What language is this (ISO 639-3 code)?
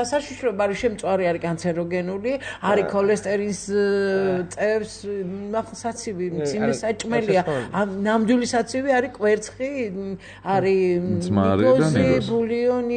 kat